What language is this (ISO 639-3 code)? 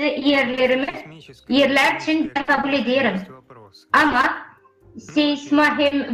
gag